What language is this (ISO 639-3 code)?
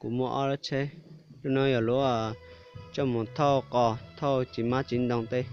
hmn